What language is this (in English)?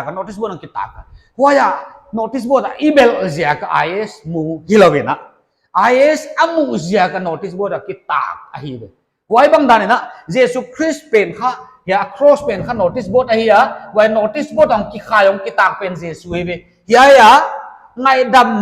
Paite Chin